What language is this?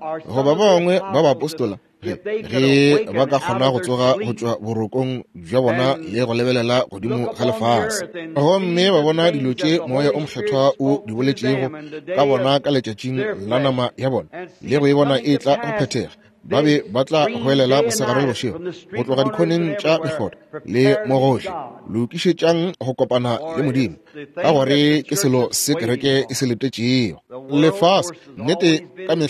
Northern Sotho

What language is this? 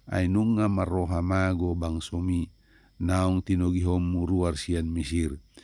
Batak Toba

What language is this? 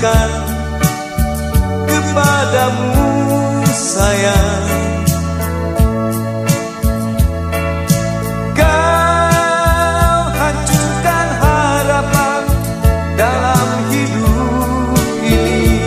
Indonesian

